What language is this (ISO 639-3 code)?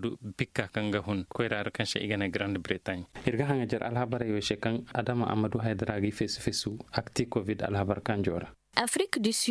ses